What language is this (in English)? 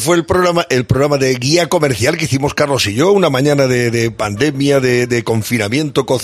Spanish